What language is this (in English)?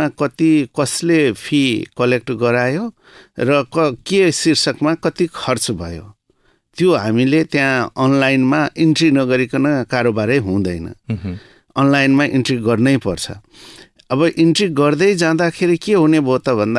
Nepali